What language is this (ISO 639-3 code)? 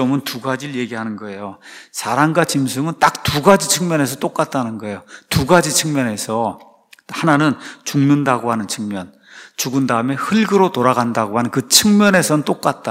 kor